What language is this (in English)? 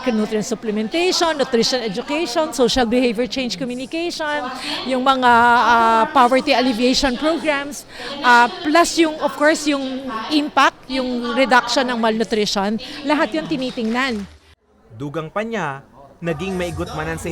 Bikol